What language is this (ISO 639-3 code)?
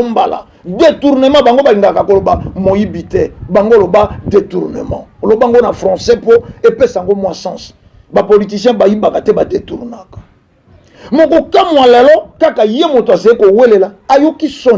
lin